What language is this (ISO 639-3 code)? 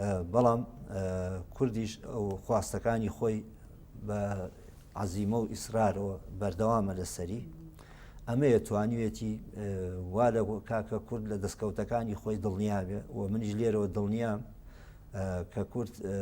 ckb